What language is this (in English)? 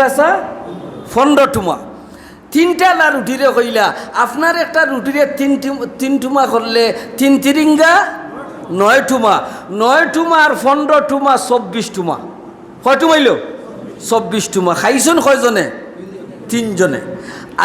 Sylheti